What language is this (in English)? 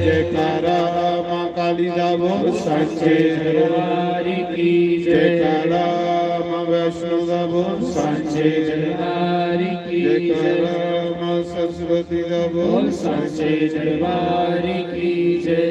Dogri